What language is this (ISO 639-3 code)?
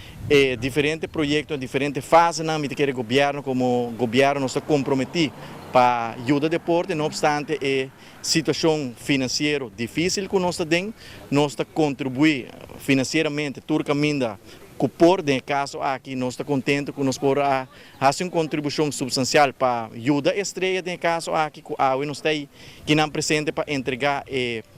pap